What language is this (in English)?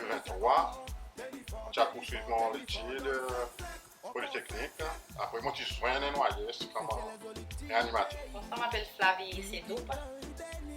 Seselwa Creole French